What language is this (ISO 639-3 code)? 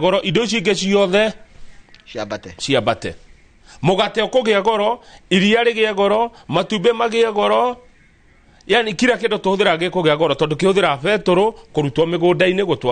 kik